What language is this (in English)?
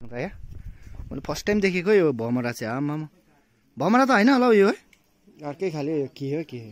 Nepali